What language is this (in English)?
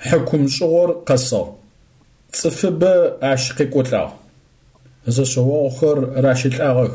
Adyghe